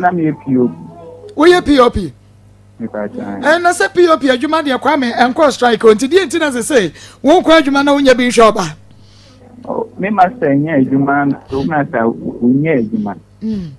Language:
Akan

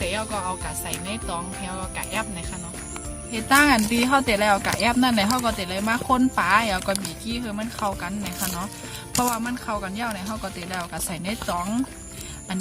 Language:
Shan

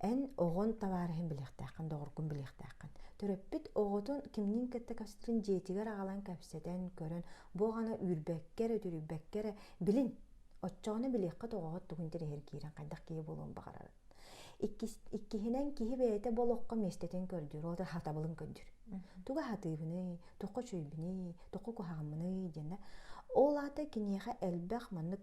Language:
Yakut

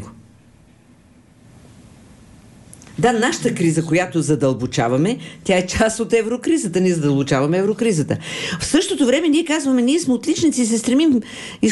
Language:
Bulgarian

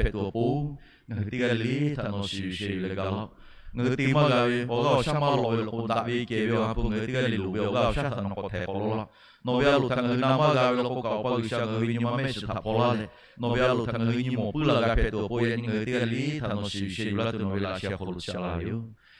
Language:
Lahu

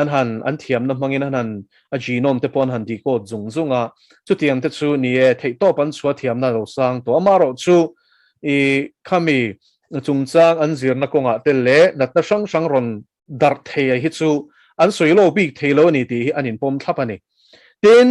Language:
Mizo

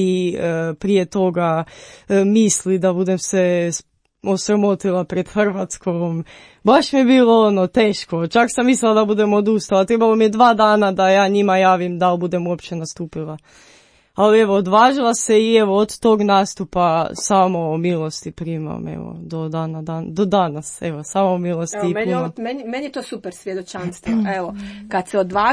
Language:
Croatian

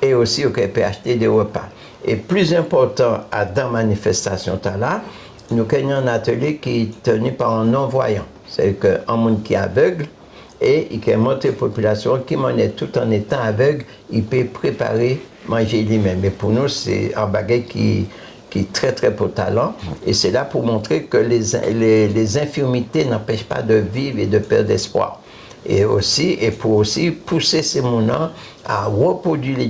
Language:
Guadeloupean Creole French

